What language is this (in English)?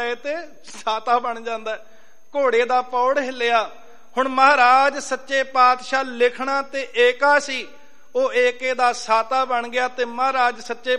Punjabi